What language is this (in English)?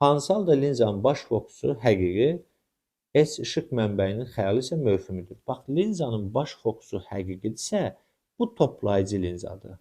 Azerbaijani